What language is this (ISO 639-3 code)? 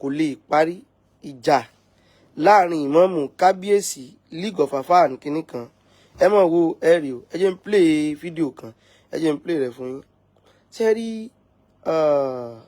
yor